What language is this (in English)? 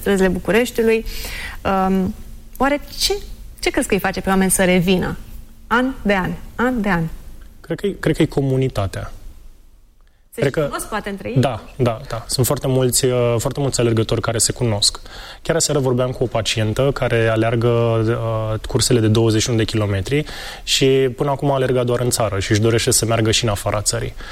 Romanian